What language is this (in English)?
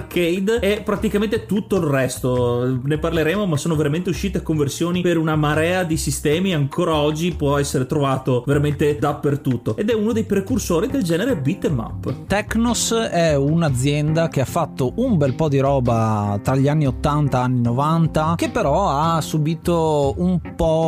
Italian